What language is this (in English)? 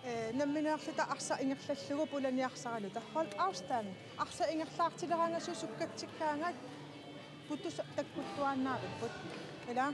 Kalaallisut